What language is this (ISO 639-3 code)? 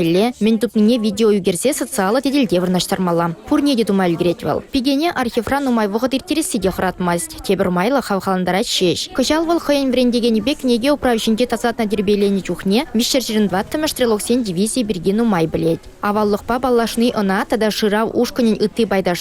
chv